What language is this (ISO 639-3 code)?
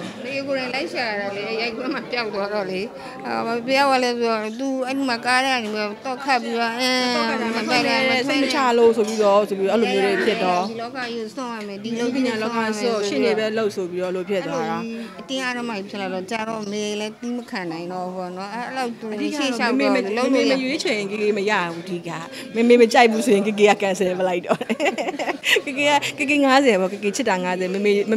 mya